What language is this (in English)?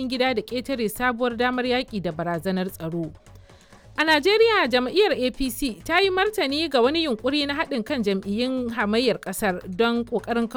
Hausa